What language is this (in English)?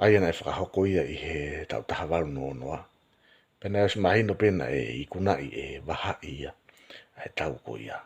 Tongan